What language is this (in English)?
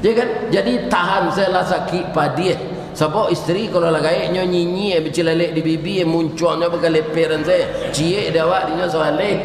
Minangkabau